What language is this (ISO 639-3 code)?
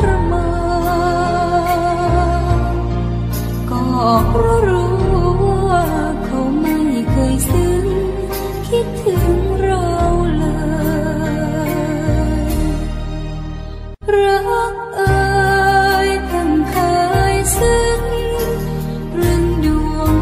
tha